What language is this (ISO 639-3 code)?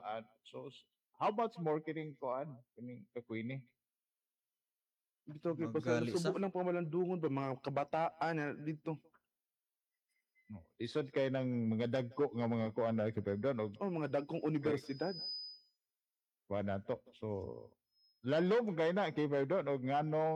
ceb